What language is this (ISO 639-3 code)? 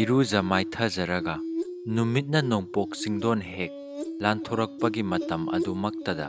mni